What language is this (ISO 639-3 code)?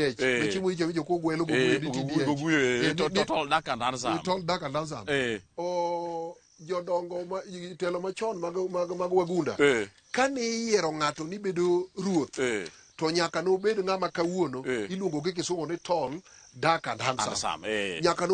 luo